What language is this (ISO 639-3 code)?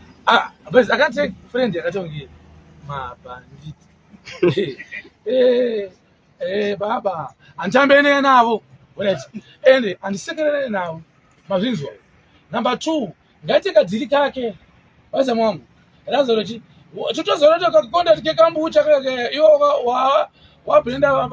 sna